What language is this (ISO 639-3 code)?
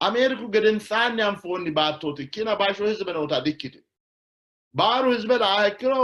sid